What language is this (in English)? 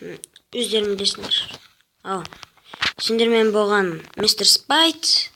Kazakh